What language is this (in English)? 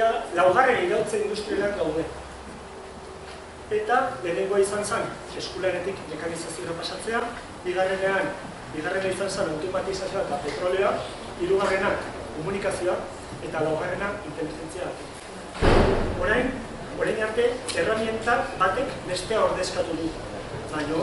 Basque